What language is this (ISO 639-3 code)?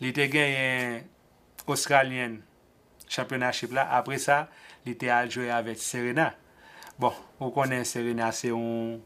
hat